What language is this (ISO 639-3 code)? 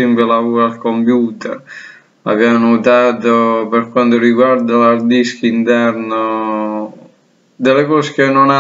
ita